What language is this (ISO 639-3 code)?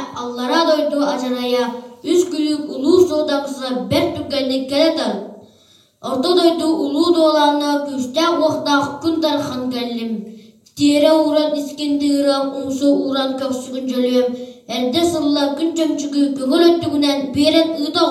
sah